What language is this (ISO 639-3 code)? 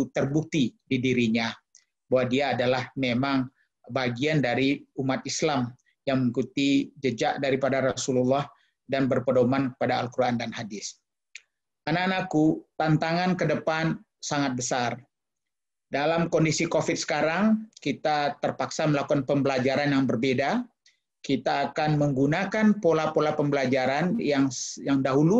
ind